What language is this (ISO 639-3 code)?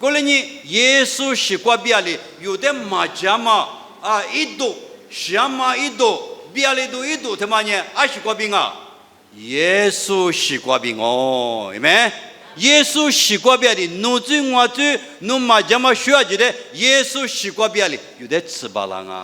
lis